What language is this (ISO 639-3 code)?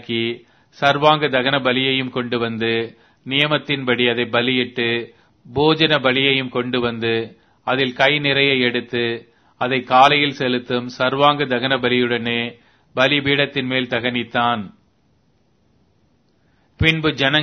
tam